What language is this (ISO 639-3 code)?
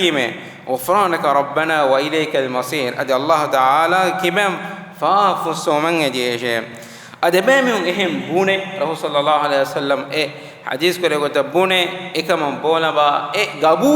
div